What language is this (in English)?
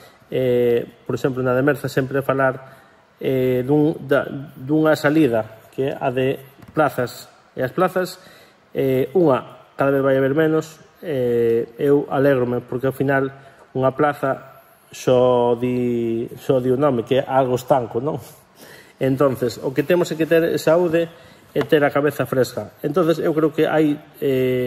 Galician